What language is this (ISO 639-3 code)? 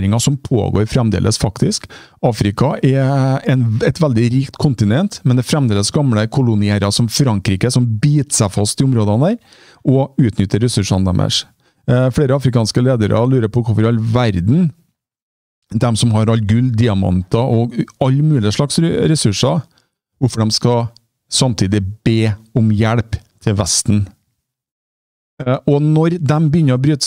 nor